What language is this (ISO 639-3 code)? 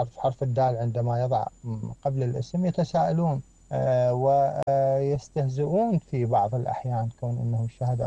acm